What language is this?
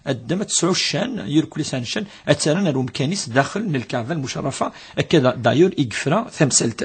Kabyle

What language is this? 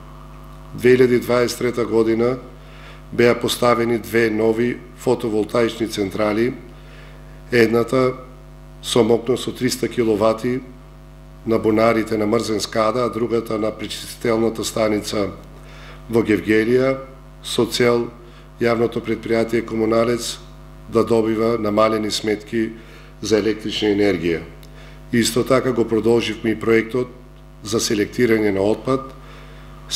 Macedonian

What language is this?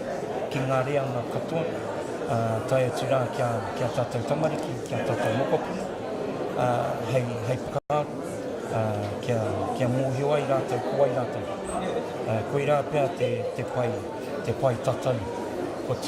Māori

